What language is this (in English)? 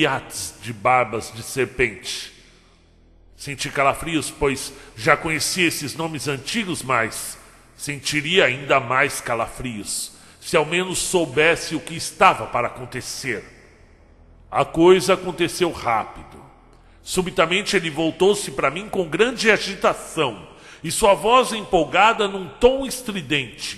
Portuguese